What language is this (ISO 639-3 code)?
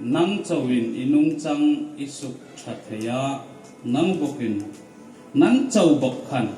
hmr